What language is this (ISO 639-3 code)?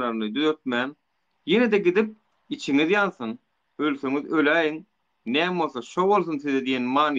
tuk